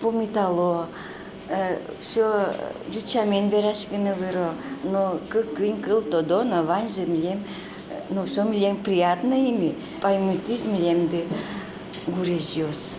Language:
Udmurt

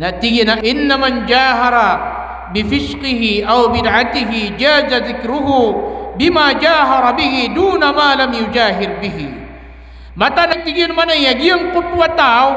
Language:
Maranao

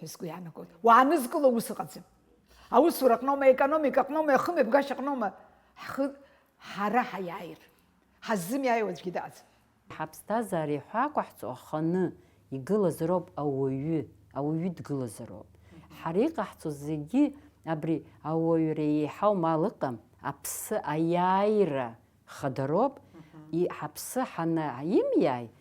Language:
Abkhazian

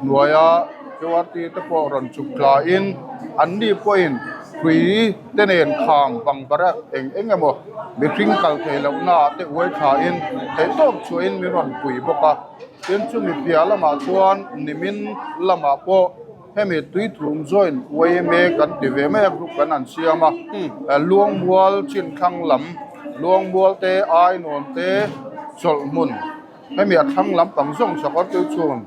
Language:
Mizo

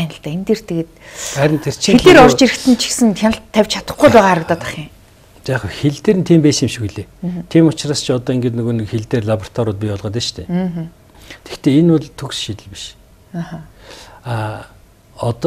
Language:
Mongolian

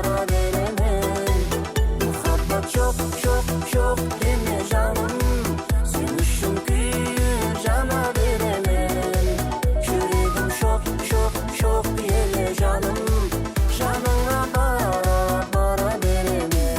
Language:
Kara-Kalpak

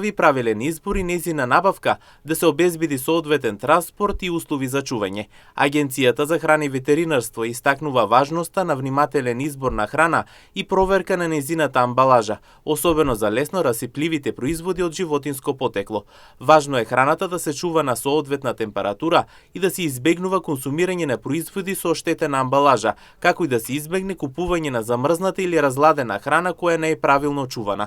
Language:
Macedonian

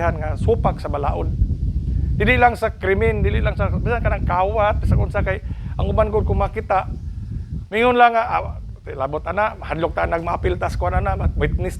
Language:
Cebuano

